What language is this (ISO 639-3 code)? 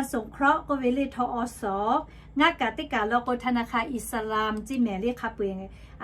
lhu